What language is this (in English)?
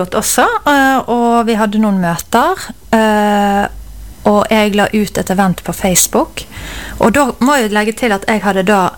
Norwegian